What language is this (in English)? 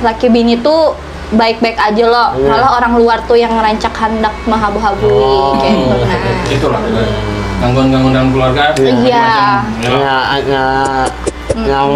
Banjar